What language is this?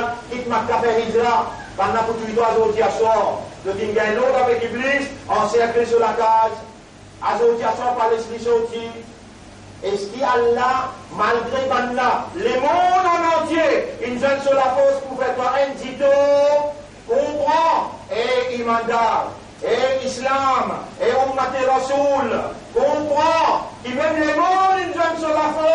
Morisyen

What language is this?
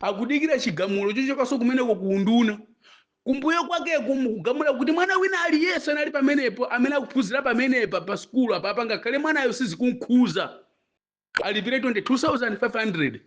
Nyanja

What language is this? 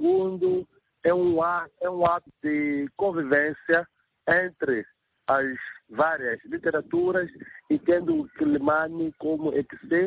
Portuguese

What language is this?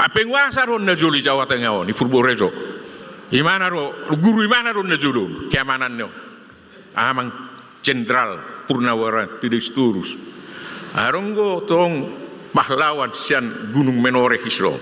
Batak Toba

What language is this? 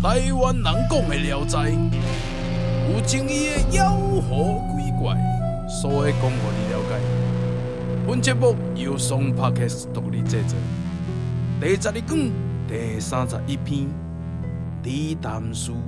Min Nan Chinese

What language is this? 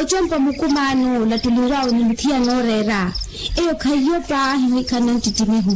Makhuwa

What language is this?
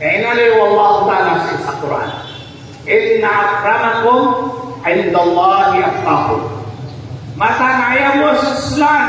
Maranao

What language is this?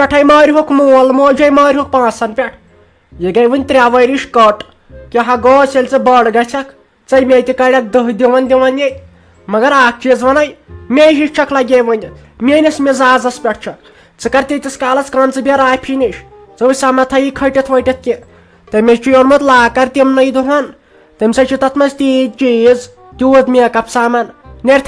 Kashmiri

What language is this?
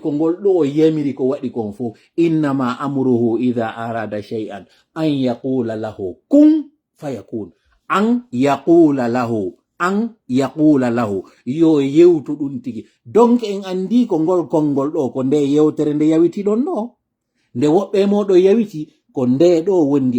Pular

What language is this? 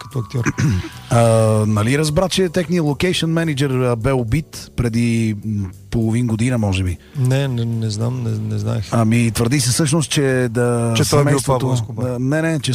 Bulgarian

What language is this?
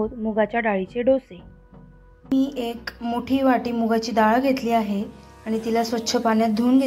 Marathi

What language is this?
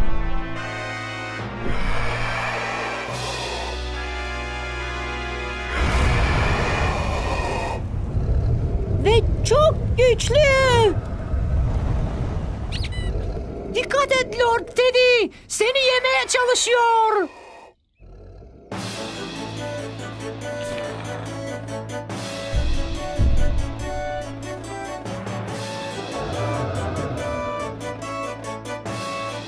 Turkish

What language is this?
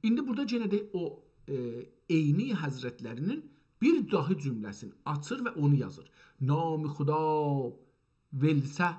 South Azerbaijani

